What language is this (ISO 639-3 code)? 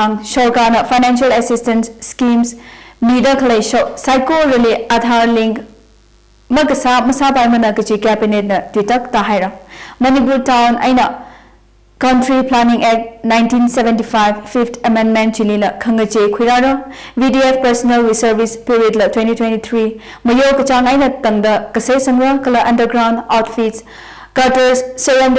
nmf